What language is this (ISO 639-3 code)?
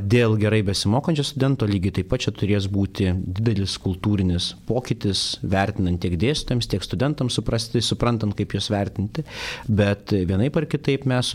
lit